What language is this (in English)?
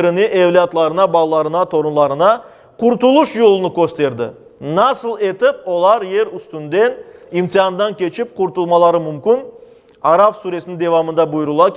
Crimean Tatar